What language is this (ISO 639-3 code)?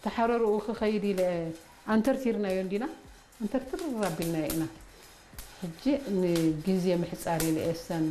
tir